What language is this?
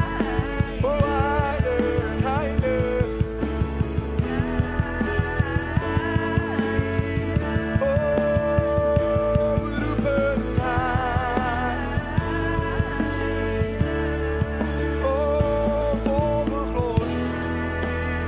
Dutch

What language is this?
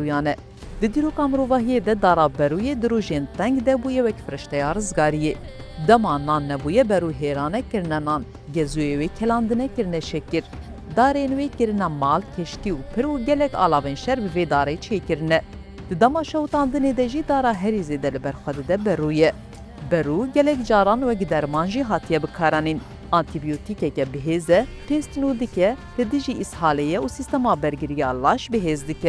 Kurdish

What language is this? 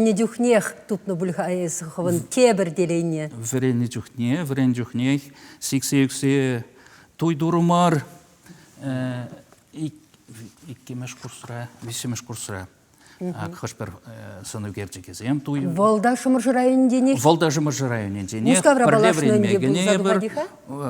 Chuvash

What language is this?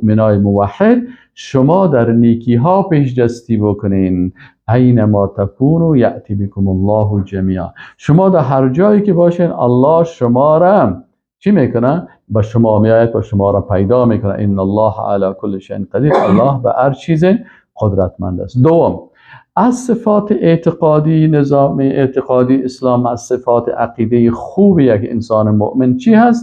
Persian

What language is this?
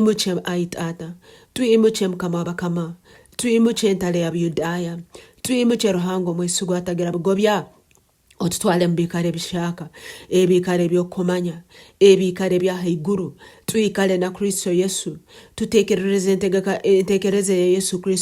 Tooro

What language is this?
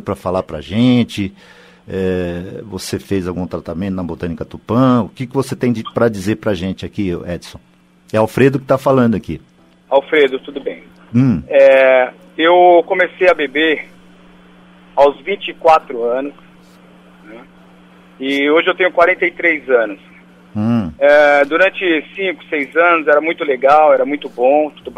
Portuguese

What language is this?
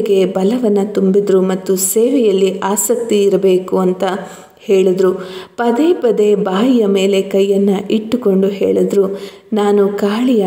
Kannada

